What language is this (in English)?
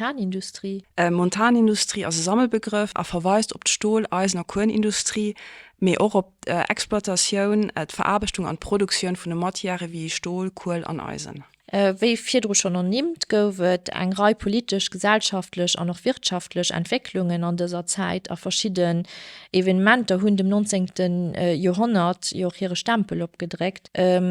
Luxembourgish